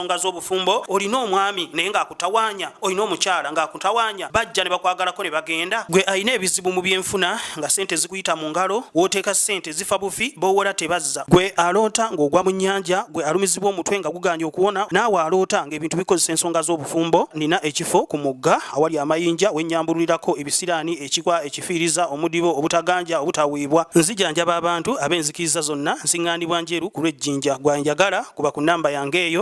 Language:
Ganda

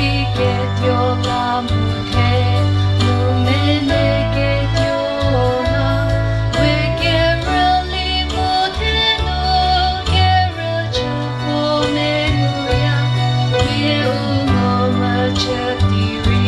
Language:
Chokri Naga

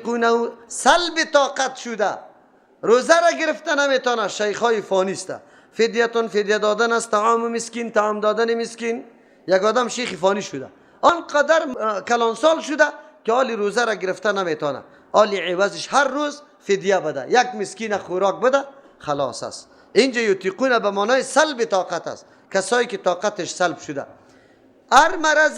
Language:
Persian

